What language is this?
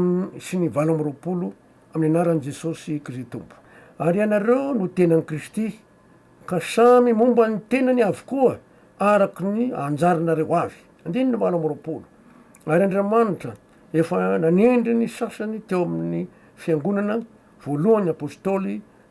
Malagasy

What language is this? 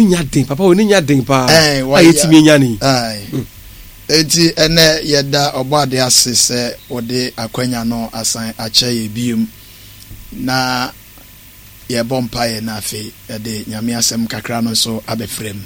Akan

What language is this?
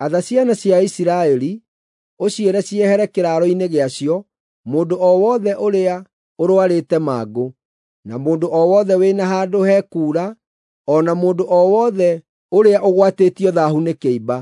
Kikuyu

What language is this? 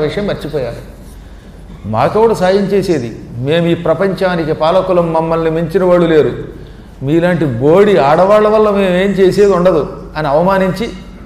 Telugu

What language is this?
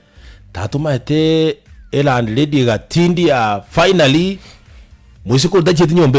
Gusii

